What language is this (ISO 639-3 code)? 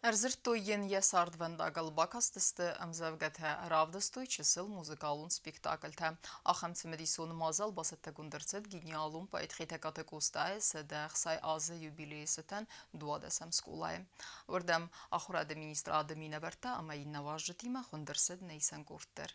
oss